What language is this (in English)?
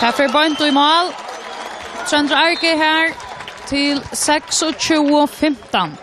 Faroese